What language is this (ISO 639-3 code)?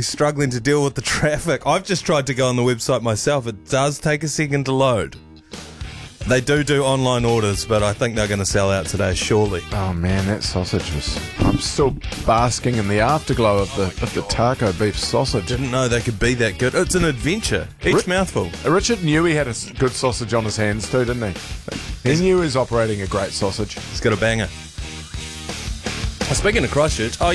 eng